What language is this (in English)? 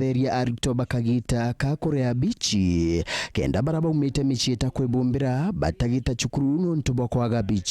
Meru